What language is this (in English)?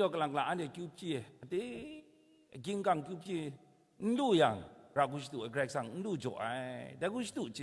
Kachin